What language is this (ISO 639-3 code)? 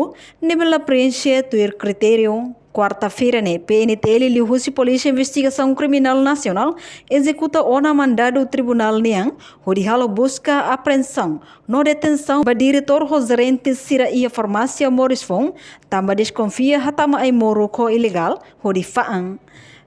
tet